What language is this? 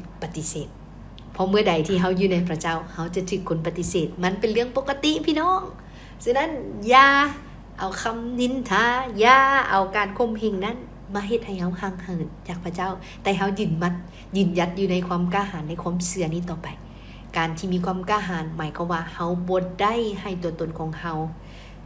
Lao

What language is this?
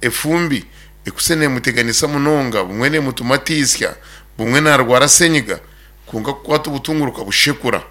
Nyankole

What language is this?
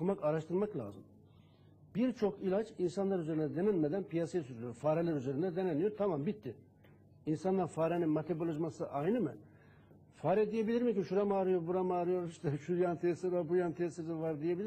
Turkish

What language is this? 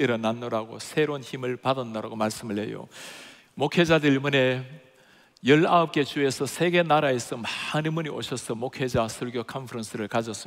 Korean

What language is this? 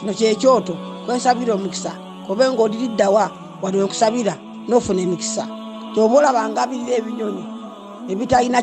Ganda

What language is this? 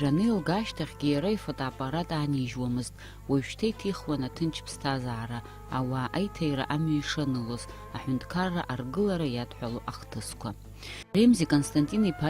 Abkhazian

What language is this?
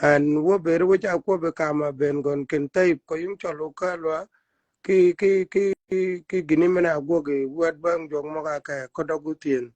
Shilluk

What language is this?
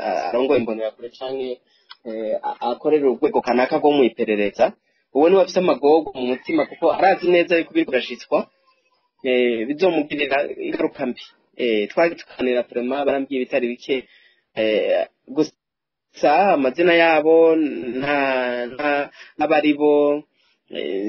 Rundi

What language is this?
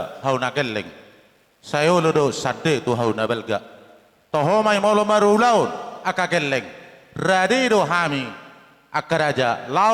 Batak Toba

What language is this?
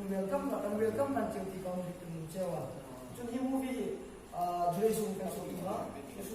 Hmar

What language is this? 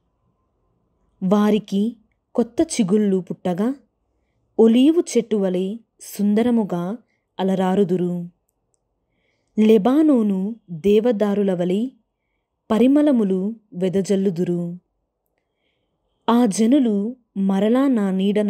Telugu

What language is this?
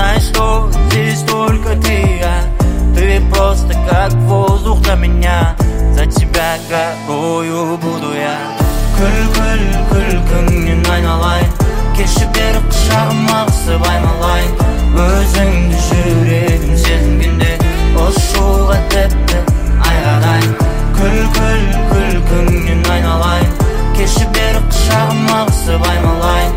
Kazakh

